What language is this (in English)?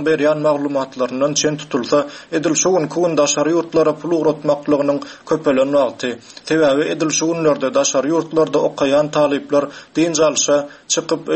Turkmen